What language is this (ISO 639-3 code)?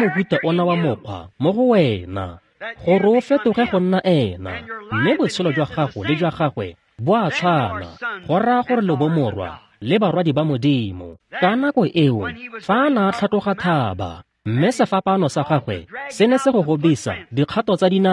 tsn